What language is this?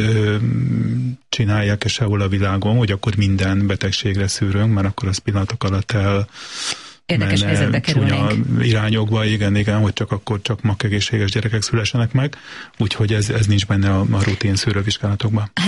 Hungarian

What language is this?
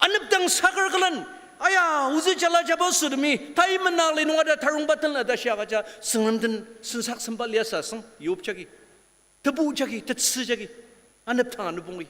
Ao Naga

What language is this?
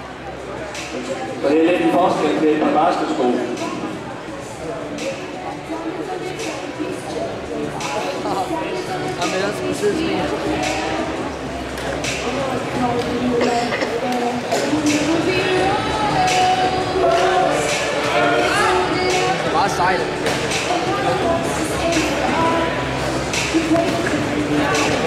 Danish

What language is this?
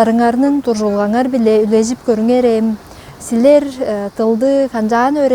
Tuvinian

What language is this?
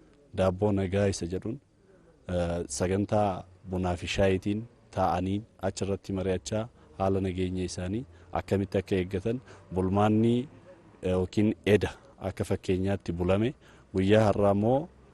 Oromo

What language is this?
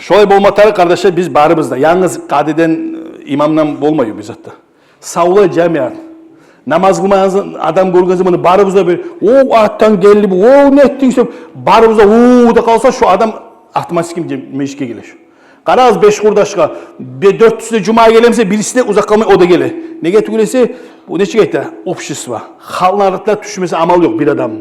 Kumyk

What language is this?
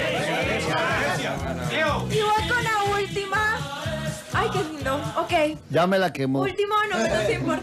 Spanish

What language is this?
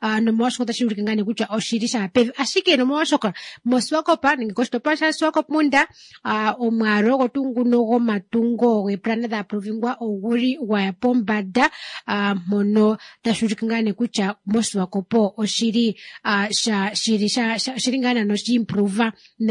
Kuanyama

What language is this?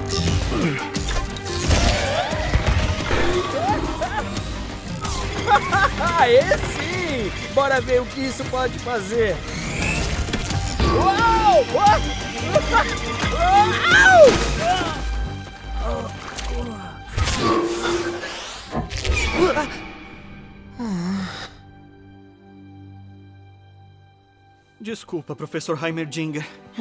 Portuguese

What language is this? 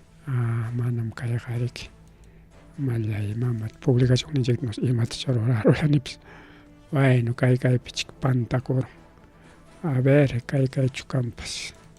Ayacucho Quechua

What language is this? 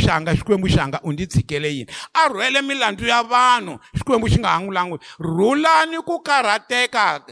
Tsonga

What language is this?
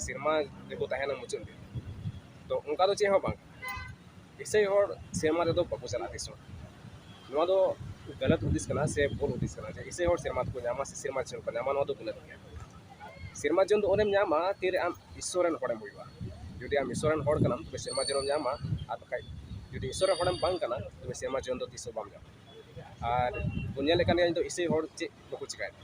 Santali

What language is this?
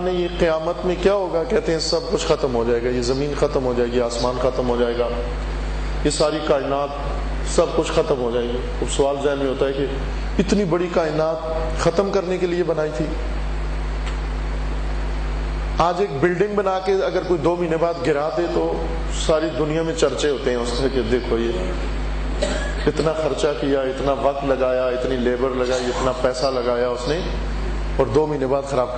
Urdu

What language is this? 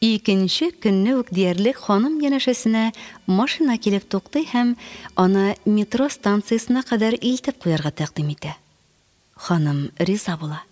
Tatar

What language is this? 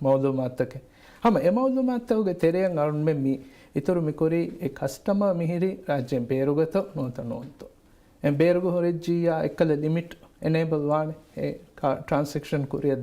Divehi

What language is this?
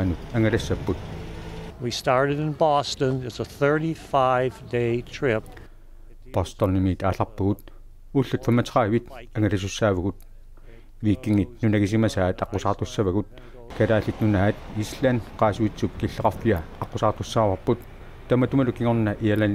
Kalaallisut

